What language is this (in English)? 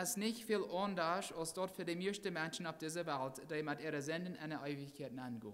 Plautdietsch